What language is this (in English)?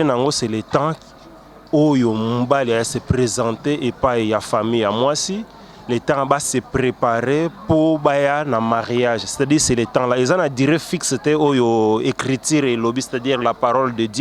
Lingala